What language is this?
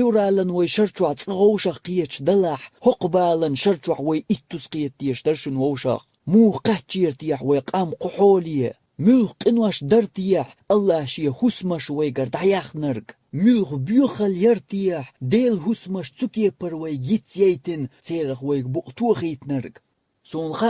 Chechen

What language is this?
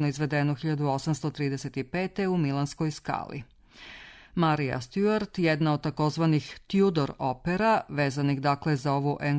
Serbian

